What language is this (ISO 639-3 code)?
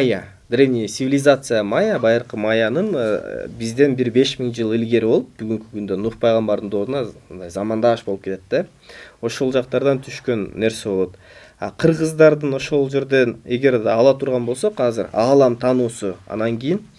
kir